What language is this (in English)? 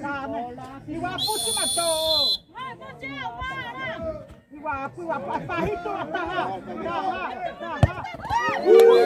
Xavánte